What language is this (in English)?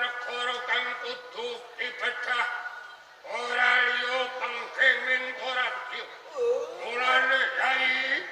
Javanese